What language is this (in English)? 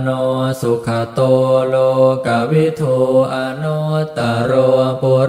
Pali